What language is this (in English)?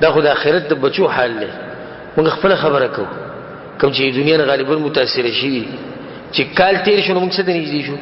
Pashto